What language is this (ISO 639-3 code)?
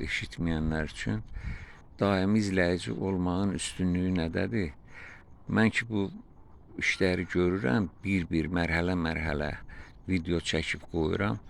aze